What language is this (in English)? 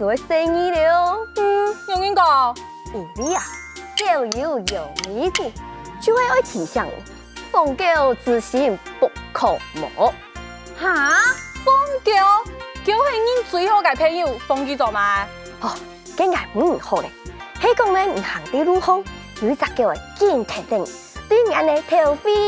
Hakka Chinese